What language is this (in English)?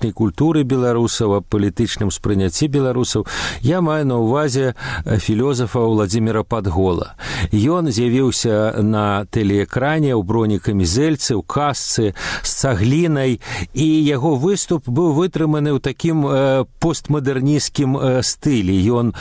Belarusian